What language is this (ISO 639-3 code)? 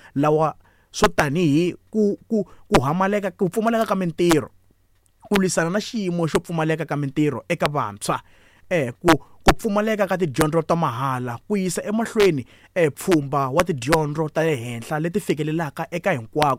tso